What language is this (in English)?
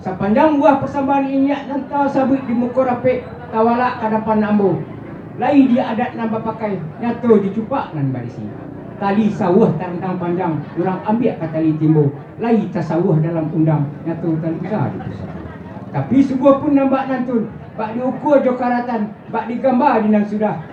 Minangkabau